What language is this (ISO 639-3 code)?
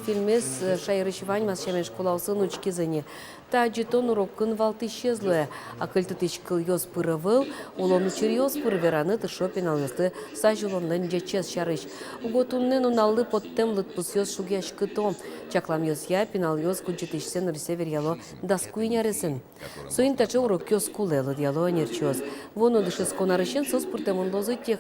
udm